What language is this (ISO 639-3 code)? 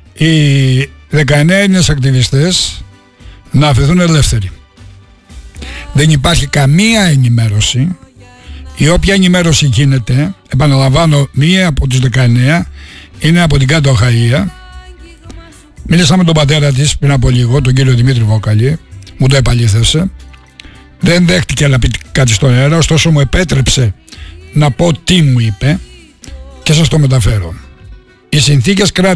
ell